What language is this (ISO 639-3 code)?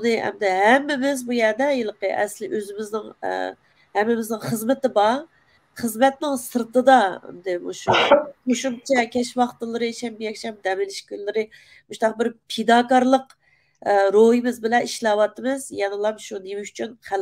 uig